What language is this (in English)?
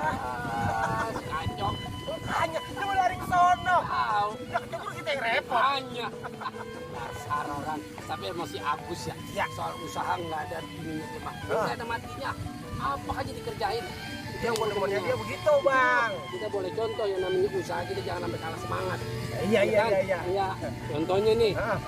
Betawi